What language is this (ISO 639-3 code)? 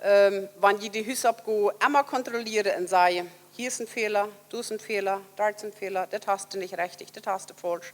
pdt